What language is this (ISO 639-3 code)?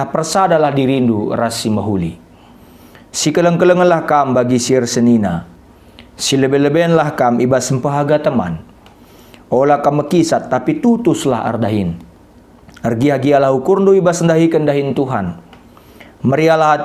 btx